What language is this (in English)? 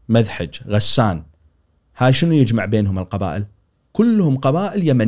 Gulf Arabic